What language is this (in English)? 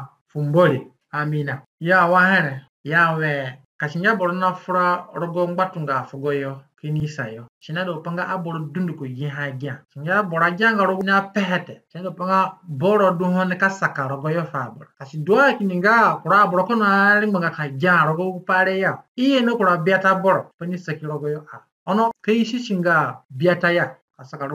Zande (individual language)